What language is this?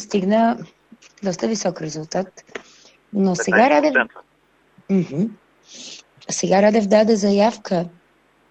Bulgarian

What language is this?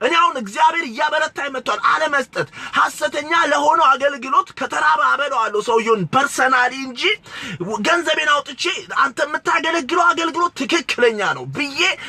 Amharic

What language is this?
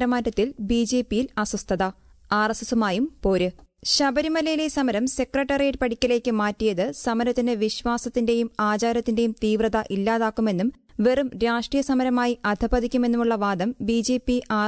Malayalam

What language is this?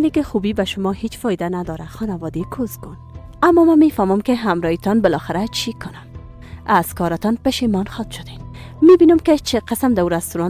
Persian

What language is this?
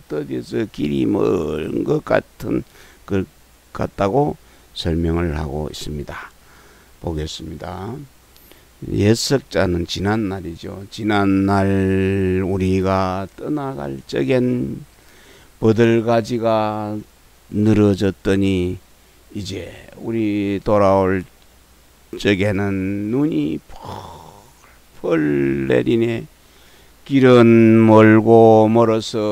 Korean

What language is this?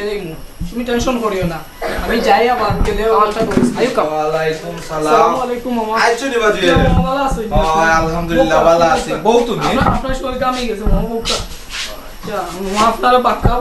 Sylheti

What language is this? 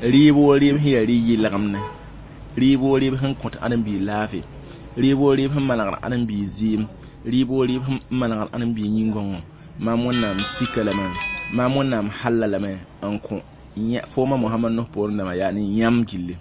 Mossi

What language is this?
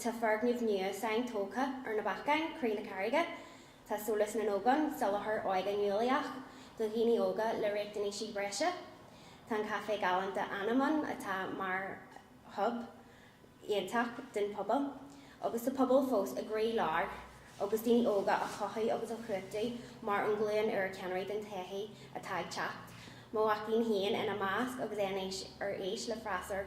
Irish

